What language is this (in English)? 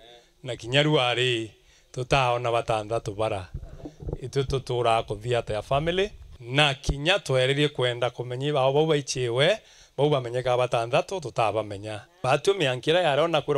Meru